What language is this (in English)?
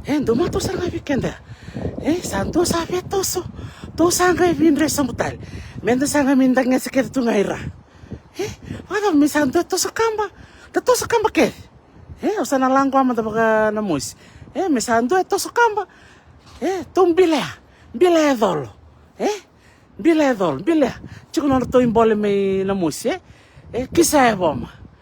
Fijian